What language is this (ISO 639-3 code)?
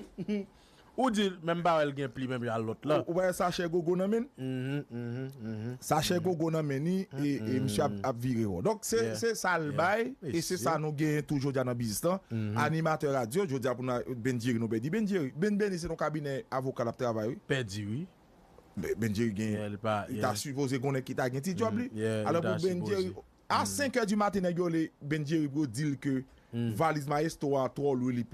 hat